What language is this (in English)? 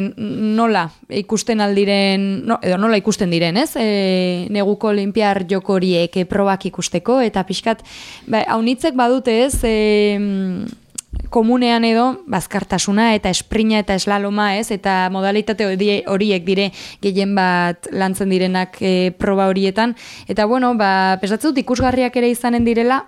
Basque